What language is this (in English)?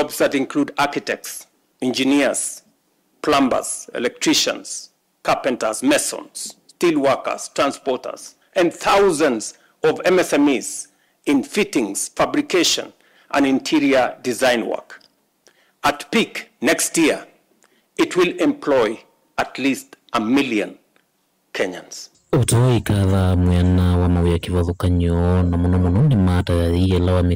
Kamba